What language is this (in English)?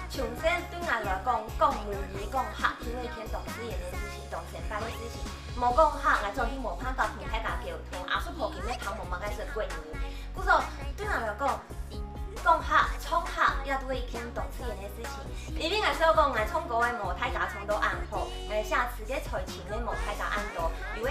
Hakka Chinese